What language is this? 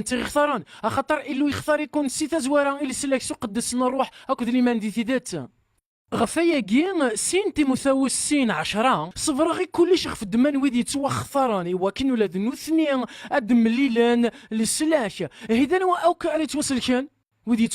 Kabyle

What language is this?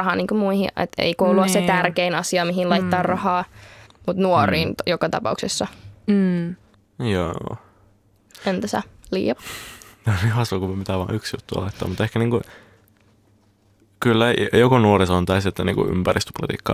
Finnish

